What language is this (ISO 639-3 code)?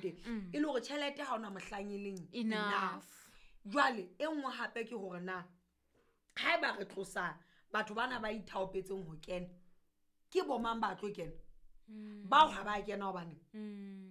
sot